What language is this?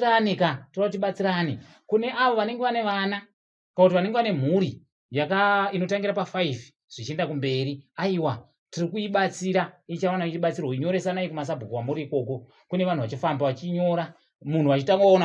Shona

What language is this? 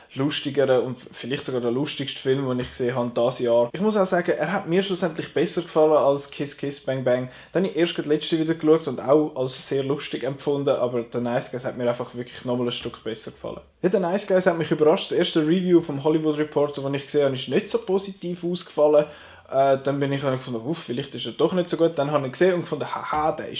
Swiss German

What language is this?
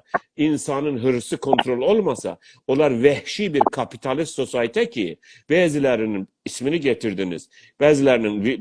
South Azerbaijani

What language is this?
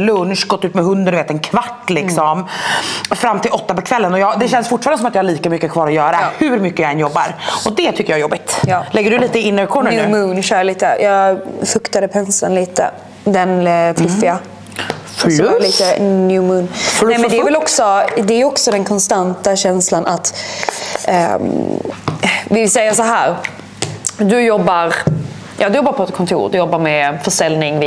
Swedish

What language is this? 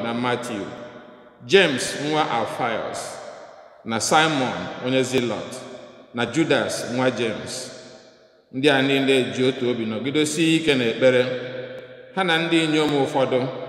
Igbo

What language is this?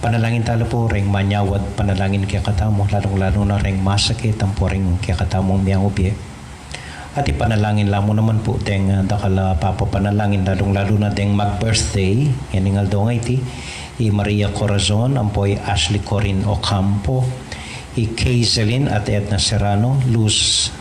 Pampanga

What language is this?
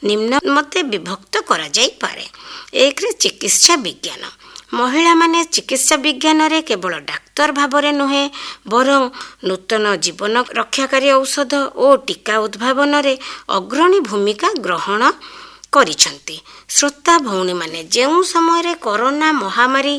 Odia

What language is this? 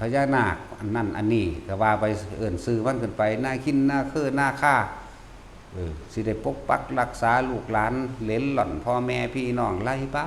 Northeastern Thai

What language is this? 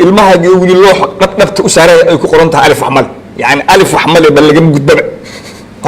Somali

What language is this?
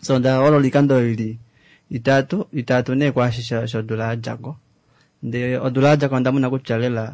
Kuanyama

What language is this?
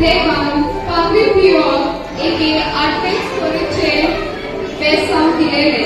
Konkani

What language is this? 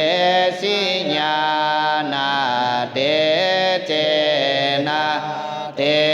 Pali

